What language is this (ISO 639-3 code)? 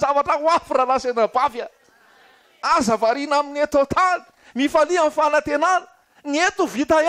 mlg